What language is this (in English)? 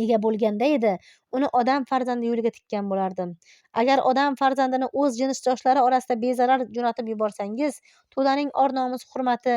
Uzbek